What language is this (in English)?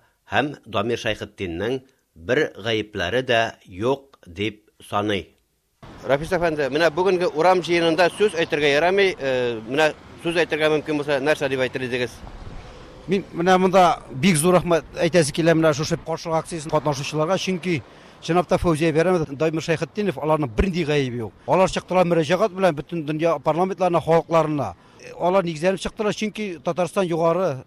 Tatar